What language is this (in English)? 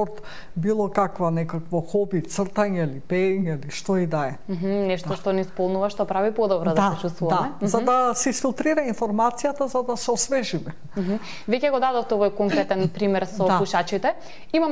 Macedonian